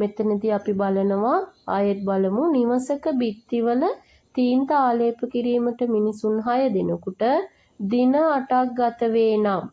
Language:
Sinhala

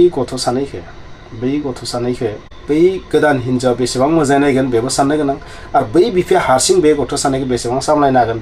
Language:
Bodo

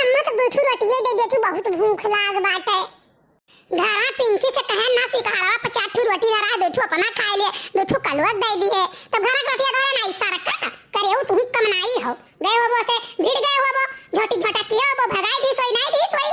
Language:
Awadhi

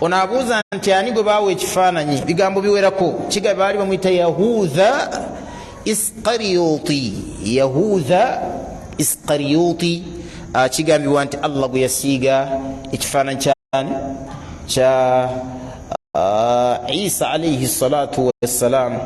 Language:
Ganda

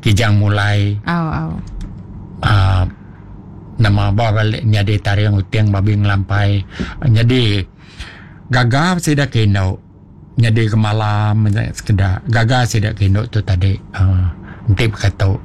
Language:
Iban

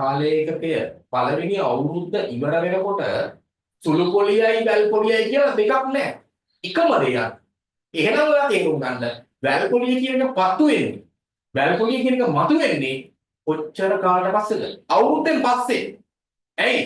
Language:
Sinhala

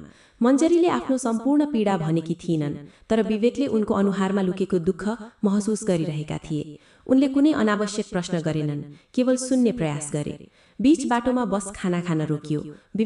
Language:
Nepali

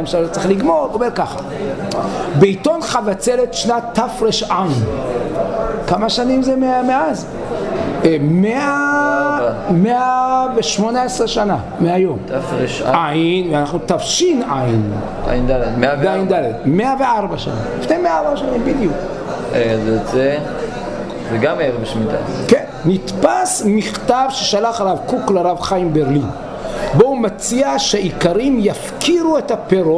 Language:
Hebrew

